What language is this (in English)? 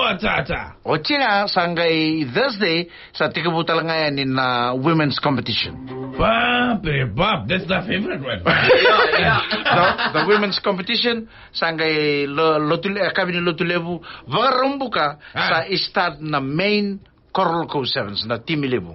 Fijian